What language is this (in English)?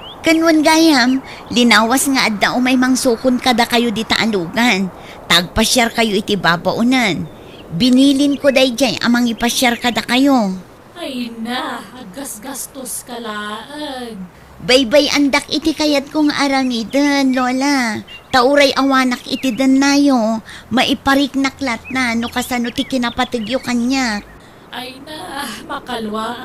Iloko